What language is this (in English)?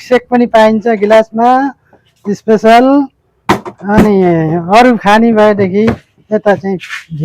Nepali